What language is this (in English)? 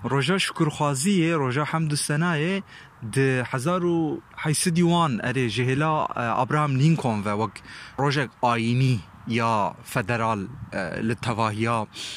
Kurdish